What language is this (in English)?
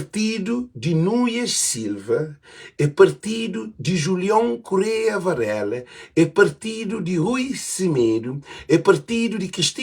Kabuverdianu